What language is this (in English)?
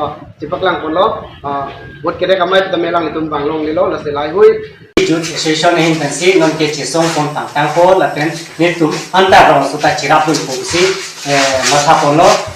Karbi